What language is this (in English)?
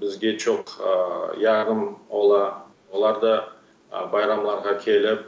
Crimean Tatar